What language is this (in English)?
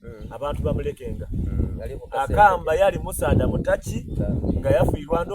Soga